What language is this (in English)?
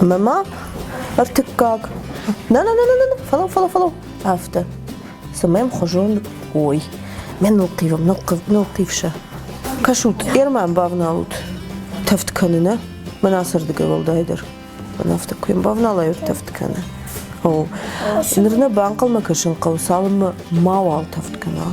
Ossetic